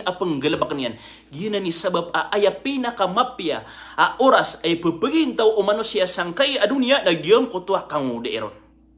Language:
Maranao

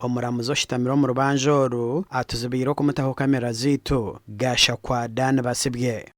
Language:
Nyankole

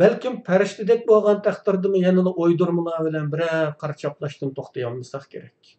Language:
Uyghur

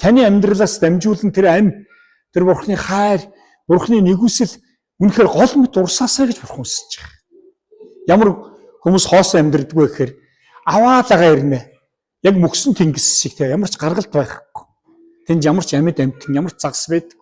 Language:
Mongolian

